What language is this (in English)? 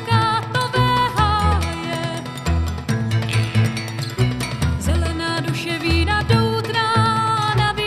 Czech